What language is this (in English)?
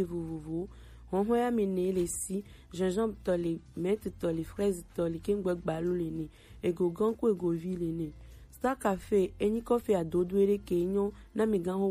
Gen